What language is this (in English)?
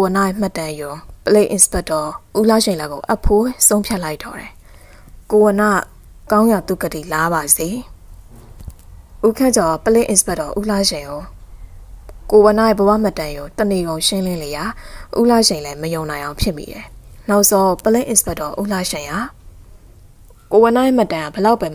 Burmese